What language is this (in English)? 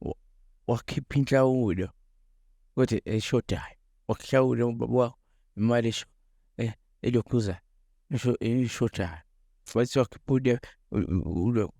Zulu